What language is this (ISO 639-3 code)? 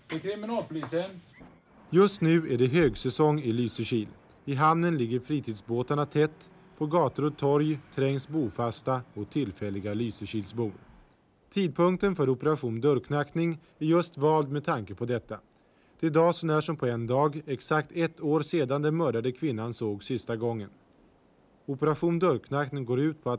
swe